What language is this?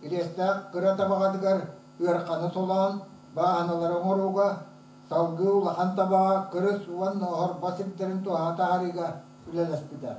Yakut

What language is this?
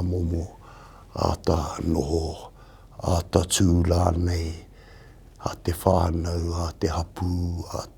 Māori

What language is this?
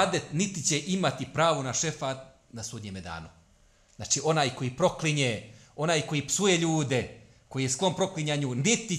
Bosnian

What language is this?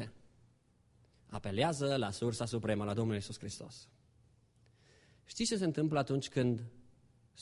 Romanian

